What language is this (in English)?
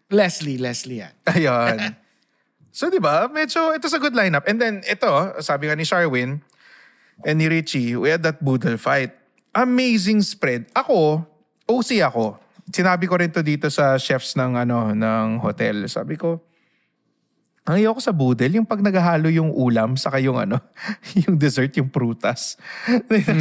Filipino